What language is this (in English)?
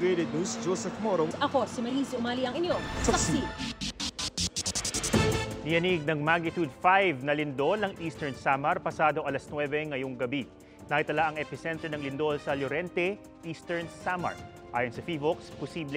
Filipino